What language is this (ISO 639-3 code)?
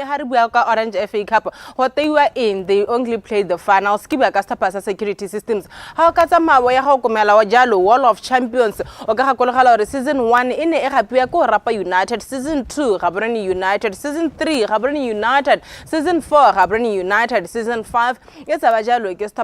tsn